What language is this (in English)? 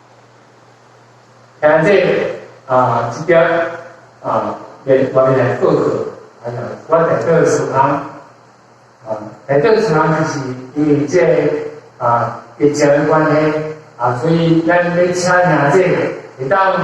Min Nan Chinese